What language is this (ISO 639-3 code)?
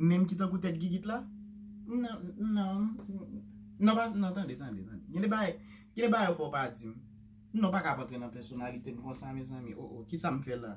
hat